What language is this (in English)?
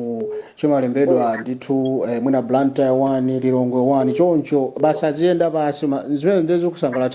Nyanja